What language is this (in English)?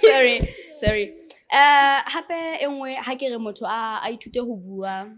Southern Sotho